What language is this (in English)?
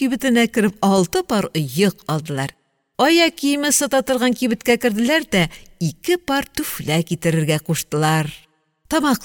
Tatar